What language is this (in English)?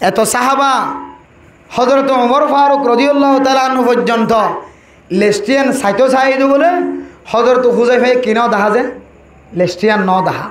Rohingya